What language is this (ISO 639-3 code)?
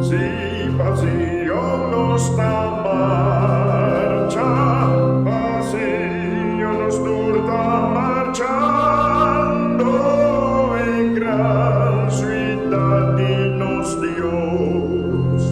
pap